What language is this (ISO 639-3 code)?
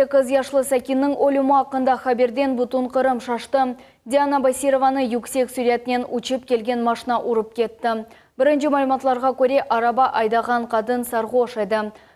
crh